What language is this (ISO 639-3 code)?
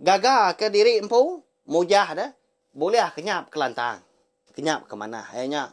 iba